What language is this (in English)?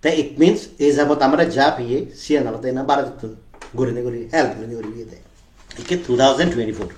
Chakma